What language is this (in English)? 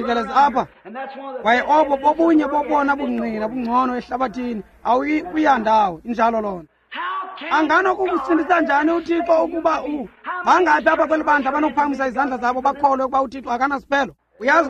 Xhosa